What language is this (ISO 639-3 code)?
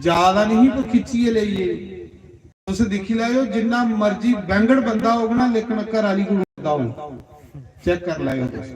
doi